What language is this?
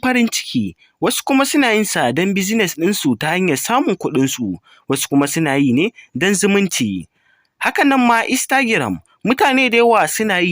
Hausa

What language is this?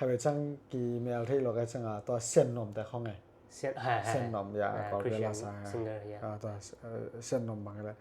Tedim Chin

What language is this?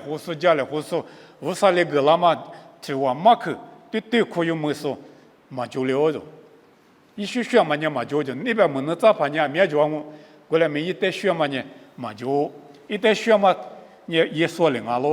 Lisu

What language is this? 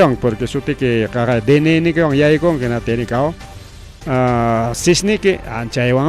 Ayacucho Quechua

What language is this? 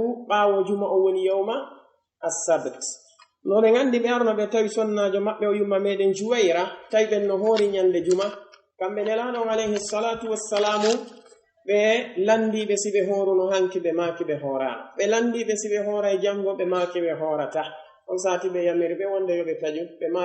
Pular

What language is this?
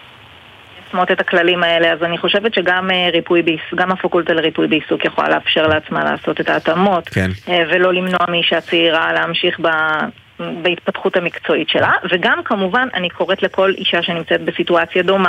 Hebrew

